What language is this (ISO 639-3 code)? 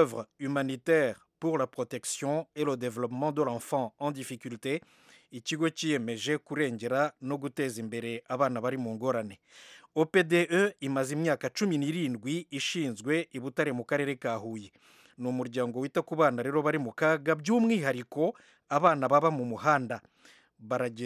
kin